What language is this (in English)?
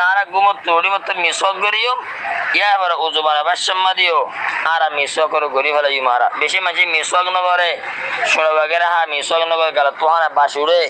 Rohingya